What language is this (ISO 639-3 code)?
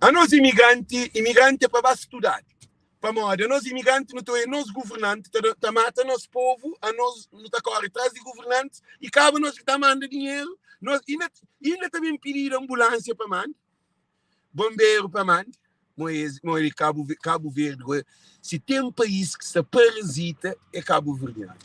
kea